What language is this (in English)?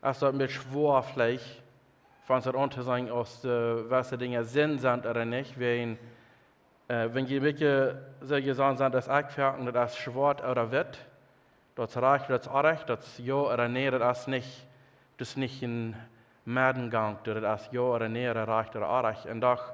Plautdietsch